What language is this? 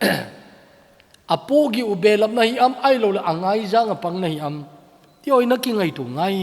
Thado Chin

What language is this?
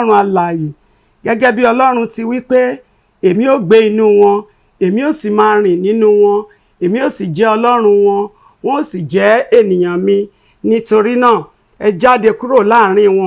Yoruba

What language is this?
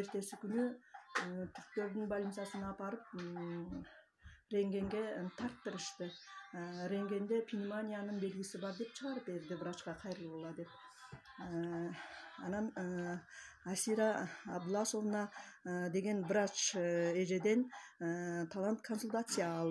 Kyrgyz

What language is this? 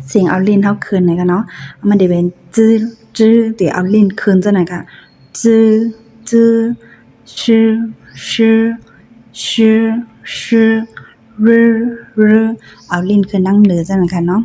Shan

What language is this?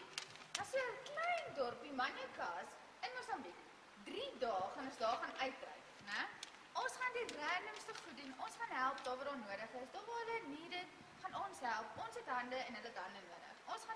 Afrikaans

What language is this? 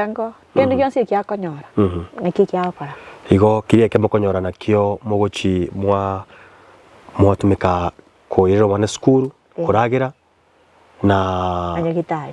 Gusii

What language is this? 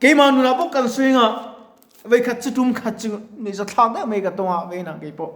Mizo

